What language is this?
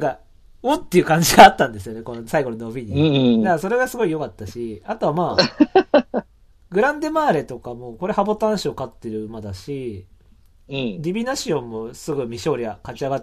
Japanese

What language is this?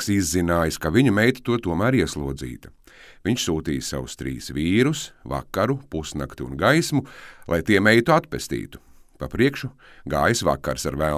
Latvian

